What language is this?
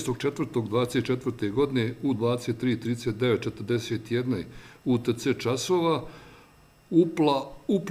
Bosnian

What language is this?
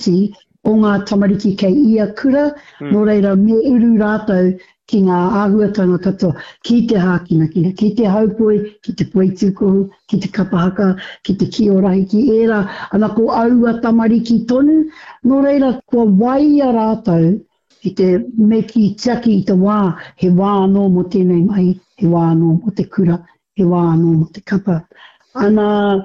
Māori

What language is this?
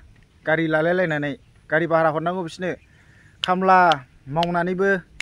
Bodo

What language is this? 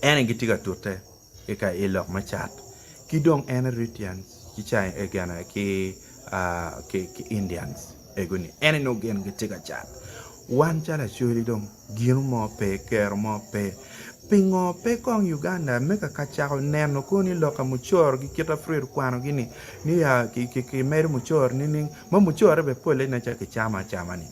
Acoli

